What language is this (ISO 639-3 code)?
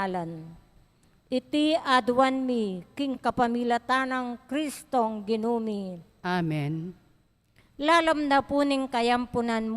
pam